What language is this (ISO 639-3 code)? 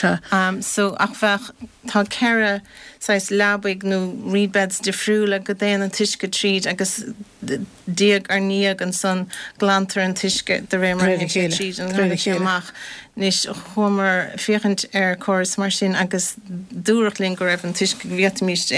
gle